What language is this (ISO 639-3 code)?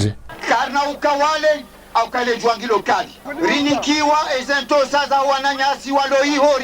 zdj